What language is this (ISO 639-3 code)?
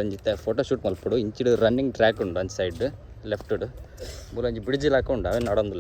tcy